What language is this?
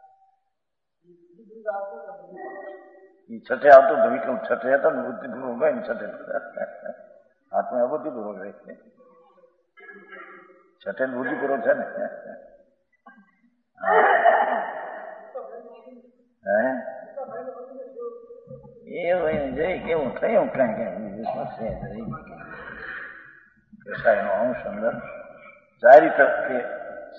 Gujarati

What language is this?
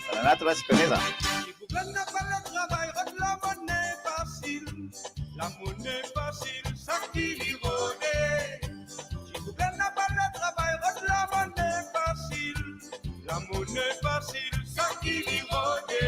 Morisyen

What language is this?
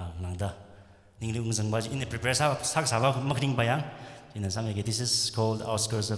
Tangkhul Naga (India)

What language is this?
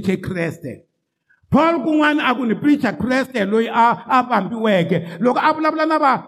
Tsonga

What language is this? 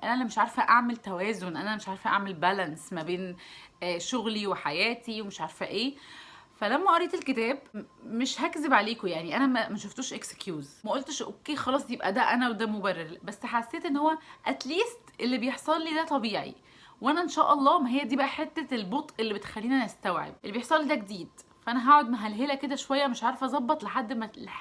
Egyptian Arabic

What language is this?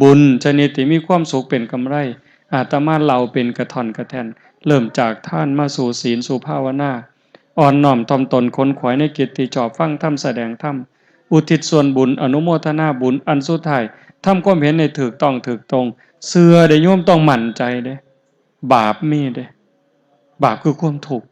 Northeastern Thai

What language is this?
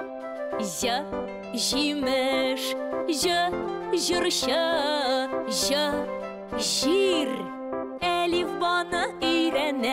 Tatar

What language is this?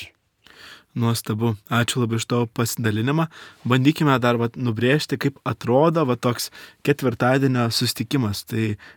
Lithuanian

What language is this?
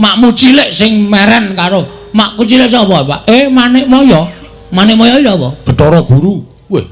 Javanese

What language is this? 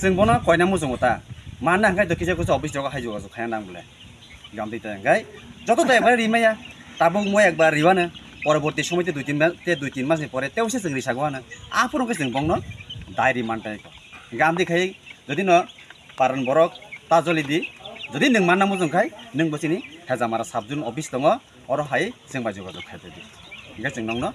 Kok Borok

